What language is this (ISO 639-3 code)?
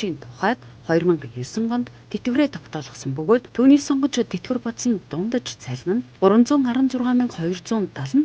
mon